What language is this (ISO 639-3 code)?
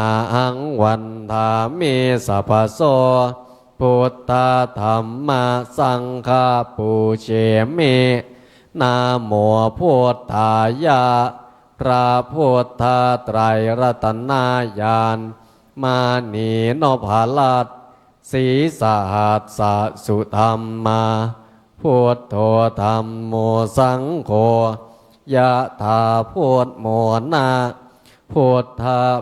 pli